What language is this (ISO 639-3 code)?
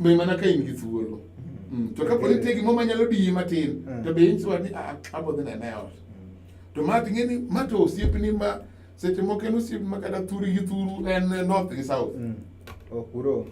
luo